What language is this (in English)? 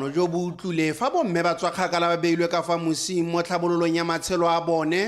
Tswana